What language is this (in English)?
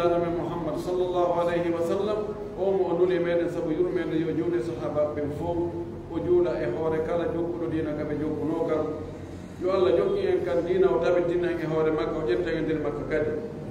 Pular